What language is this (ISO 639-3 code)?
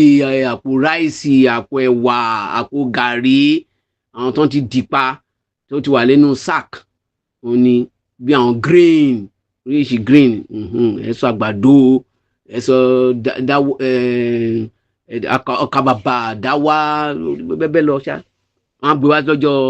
yor